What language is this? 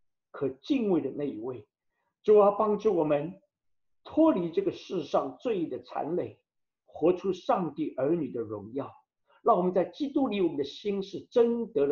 Chinese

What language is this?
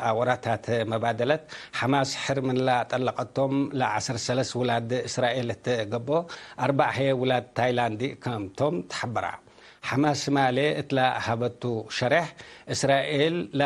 Tigre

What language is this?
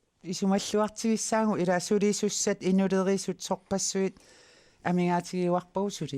Kalaallisut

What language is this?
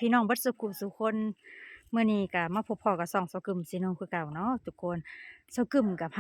Lao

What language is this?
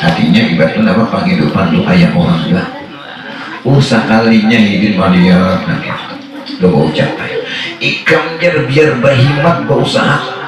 Banjar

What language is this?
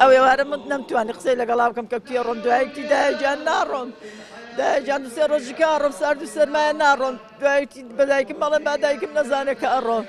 Central Kurdish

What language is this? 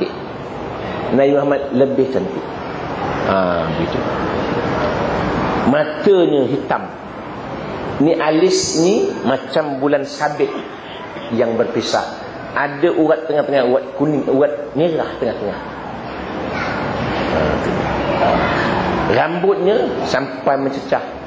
Malay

